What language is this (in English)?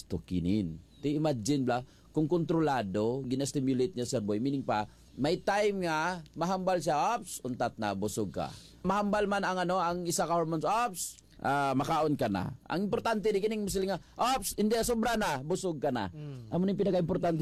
Hiligaynon